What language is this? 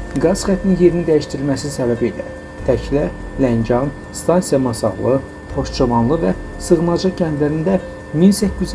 Azerbaijani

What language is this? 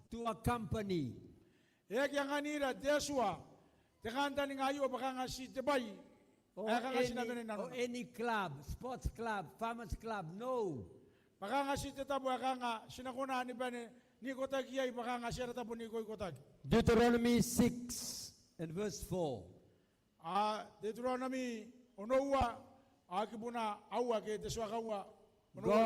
Gilbertese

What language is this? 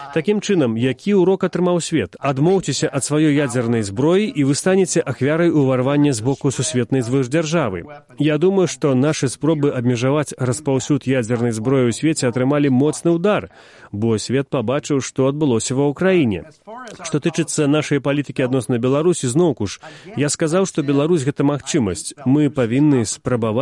Belarusian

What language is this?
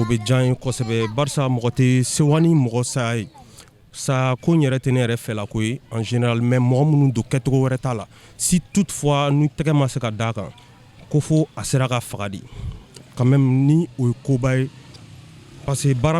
Bambara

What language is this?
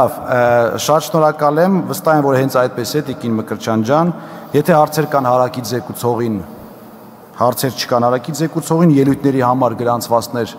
Armenian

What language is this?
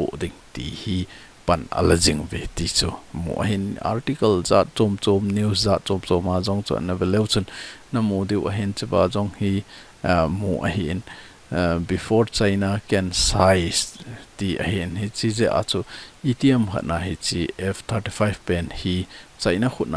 Thado Chin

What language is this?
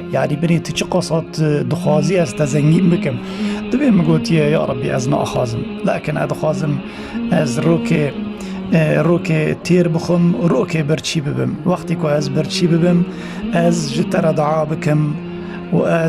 Kurdish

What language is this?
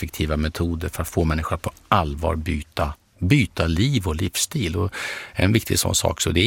Swedish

